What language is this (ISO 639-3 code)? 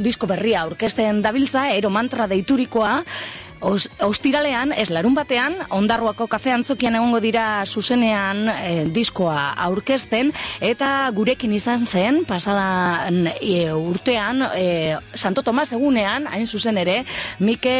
eus